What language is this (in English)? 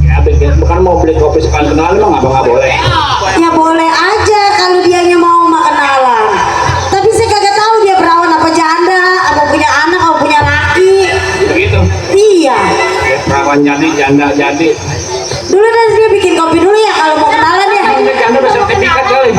Betawi